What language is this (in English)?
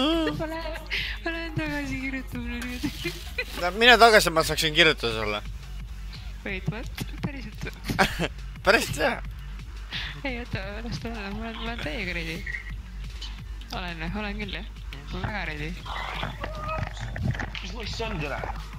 Estonian